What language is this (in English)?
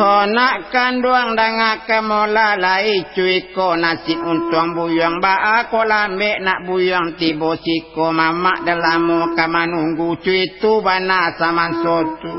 Minangkabau